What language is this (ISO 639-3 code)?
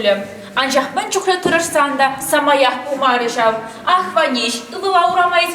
chv